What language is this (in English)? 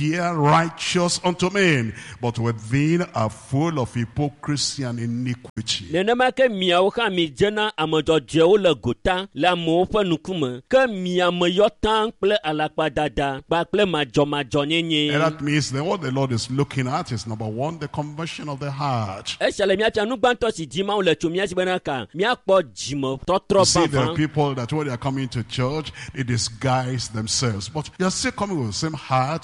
Ewe